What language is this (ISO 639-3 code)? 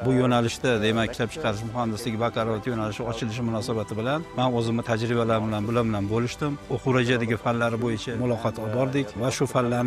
uzb